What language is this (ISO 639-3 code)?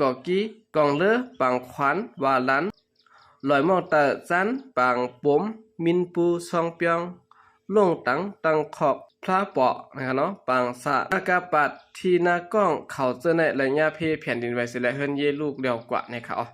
shn